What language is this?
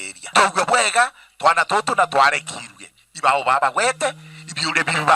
Meru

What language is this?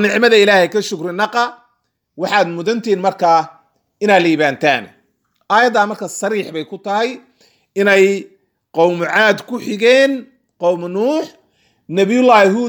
Somali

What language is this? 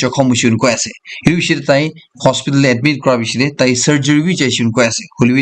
Naga Pidgin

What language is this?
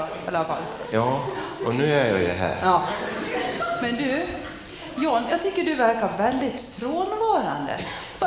Swedish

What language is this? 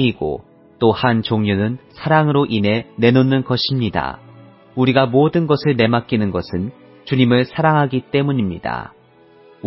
Korean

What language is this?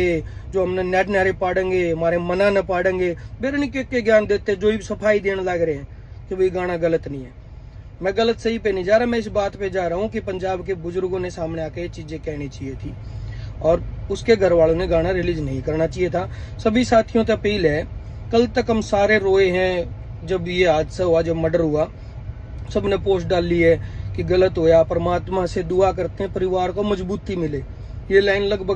Haryanvi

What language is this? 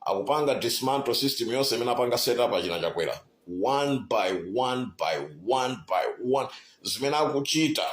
Nyanja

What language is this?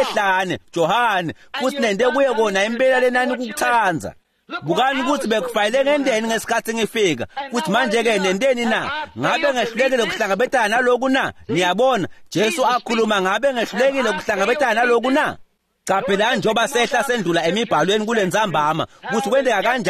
Swati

